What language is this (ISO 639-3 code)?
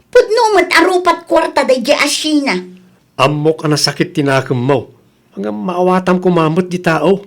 ilo